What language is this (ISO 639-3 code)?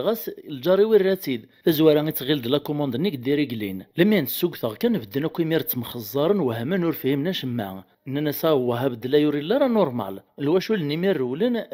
kab